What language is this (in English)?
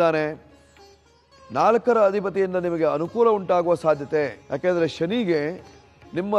Kannada